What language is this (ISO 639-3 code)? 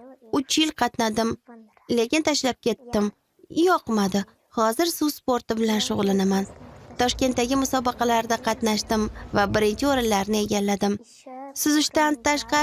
uzb